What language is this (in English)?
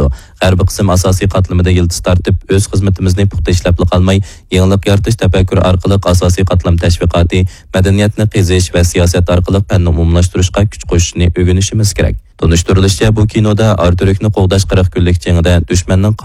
Uyghur